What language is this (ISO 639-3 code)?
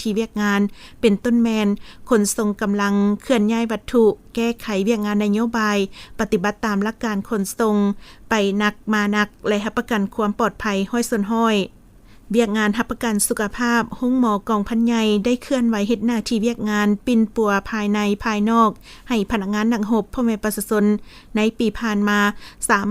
lao